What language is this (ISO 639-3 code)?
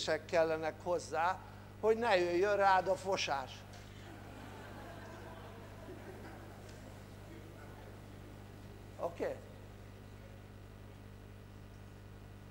hun